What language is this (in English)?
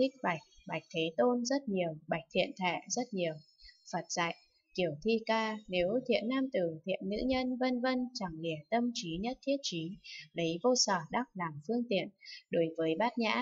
Vietnamese